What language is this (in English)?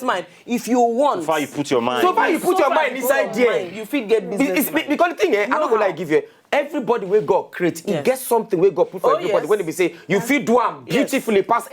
Nigerian Pidgin